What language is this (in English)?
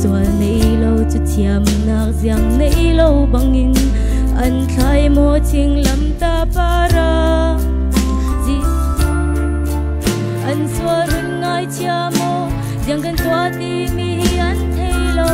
Falam Chin